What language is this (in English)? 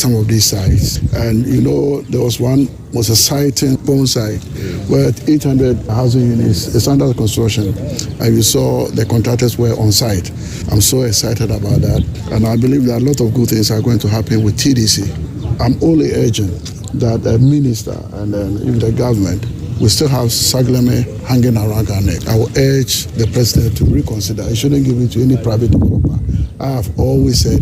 Akan